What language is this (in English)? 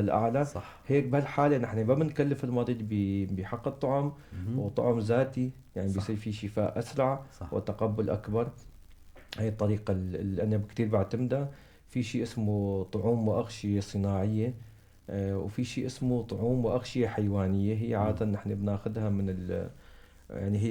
North Levantine Arabic